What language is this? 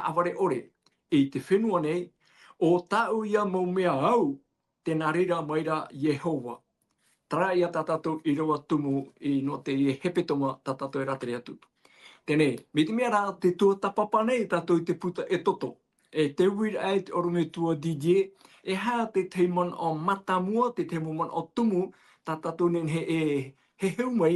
Tahitian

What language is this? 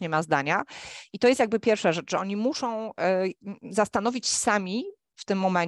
Polish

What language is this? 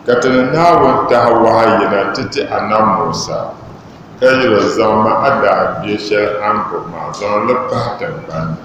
Dagbani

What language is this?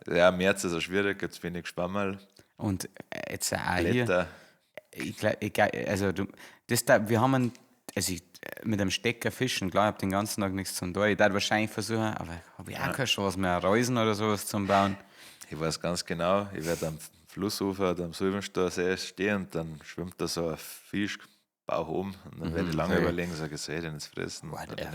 Bavarian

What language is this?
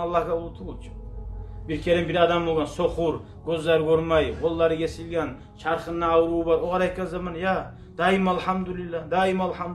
Kumyk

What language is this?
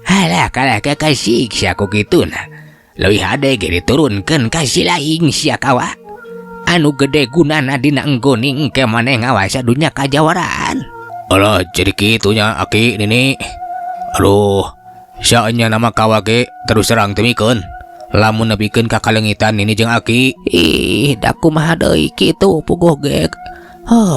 Sundanese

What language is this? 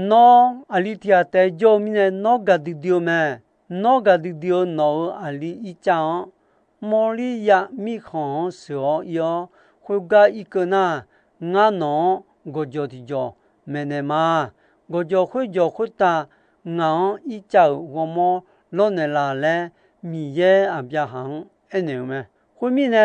Akha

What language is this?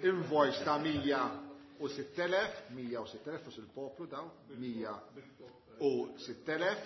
Maltese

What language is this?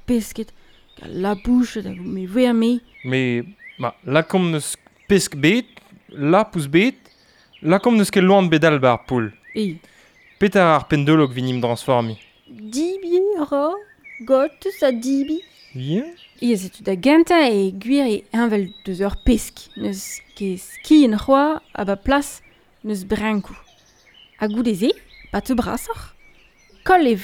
Breton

